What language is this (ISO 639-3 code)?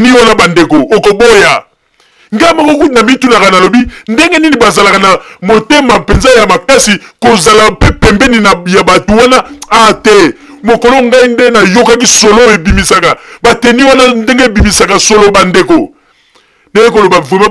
lin